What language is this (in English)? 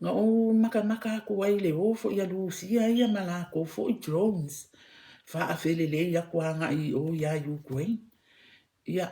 Samoan